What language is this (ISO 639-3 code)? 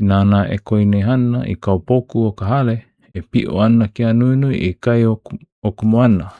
haw